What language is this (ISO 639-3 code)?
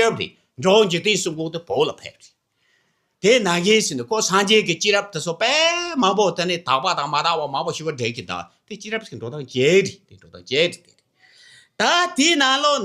bod